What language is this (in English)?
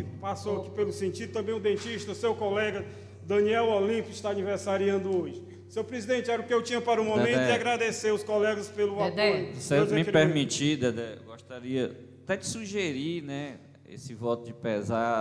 Portuguese